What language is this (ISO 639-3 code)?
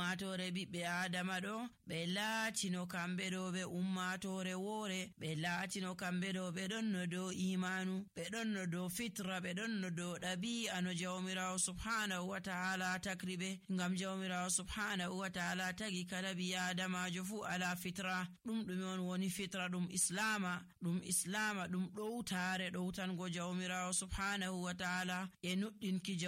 fuv